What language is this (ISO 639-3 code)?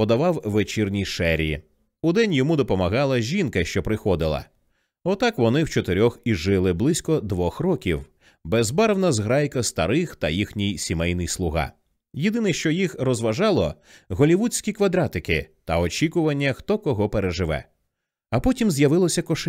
ukr